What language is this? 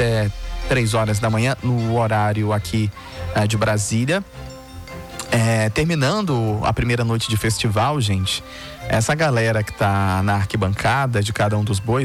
Portuguese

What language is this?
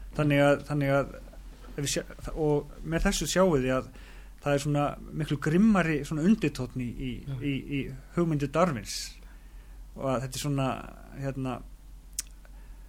Icelandic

